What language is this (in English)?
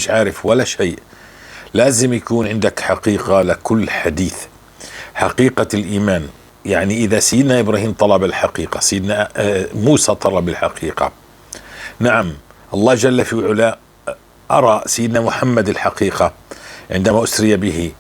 North Levantine Arabic